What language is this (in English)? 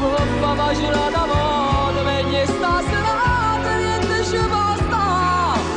Neapolitan